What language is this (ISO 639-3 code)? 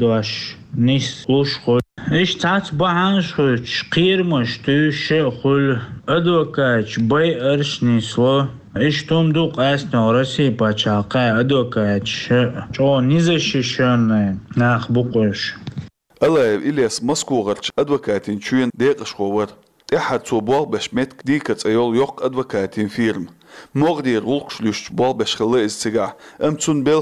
che